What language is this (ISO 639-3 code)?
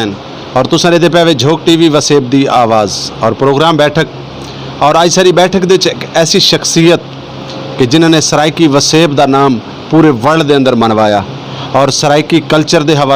skr